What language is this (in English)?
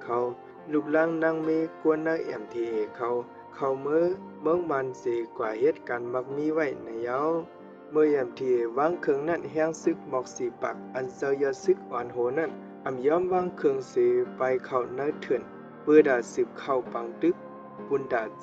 Shan